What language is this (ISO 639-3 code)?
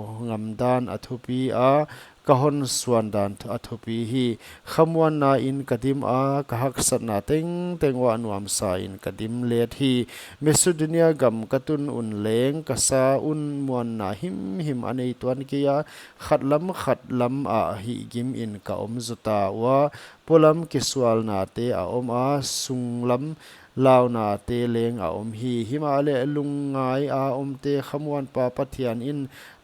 pck